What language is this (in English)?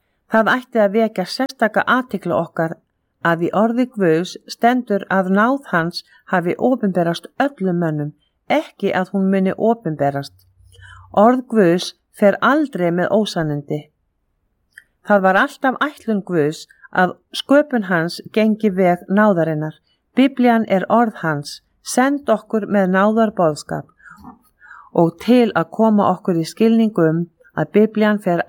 Icelandic